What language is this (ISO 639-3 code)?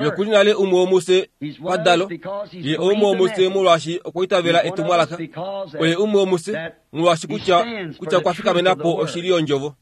kua